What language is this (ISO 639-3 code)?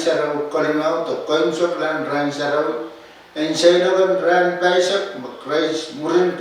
pon